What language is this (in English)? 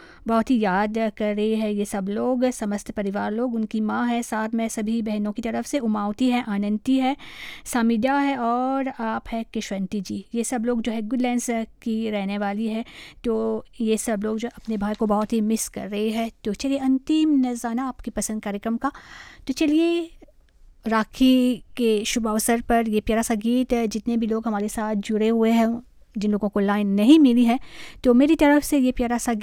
Hindi